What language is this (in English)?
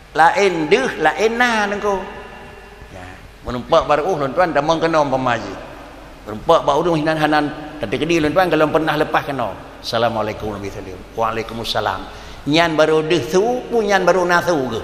Achinese